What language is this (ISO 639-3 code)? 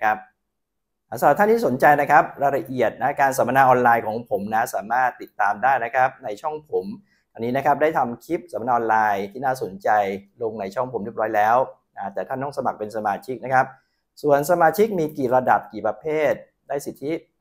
tha